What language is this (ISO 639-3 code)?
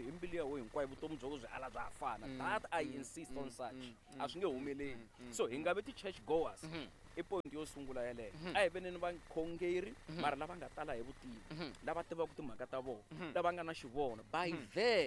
tso